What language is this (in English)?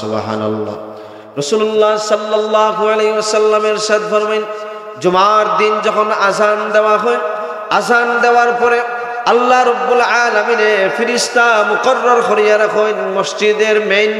Sylheti